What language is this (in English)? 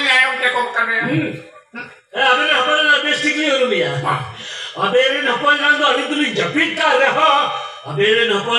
Santali